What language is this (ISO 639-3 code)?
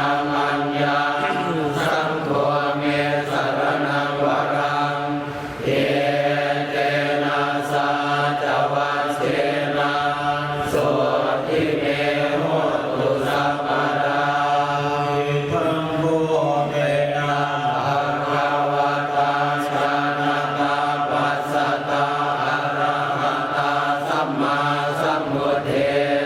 pli